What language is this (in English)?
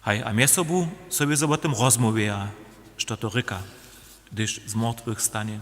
Upper Sorbian